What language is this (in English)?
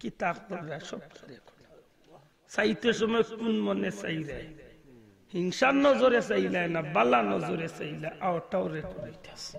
Sylheti